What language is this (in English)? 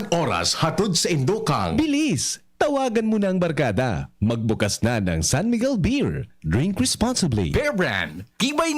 Bikol